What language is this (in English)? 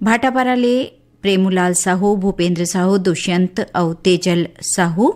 Chhattisgarhi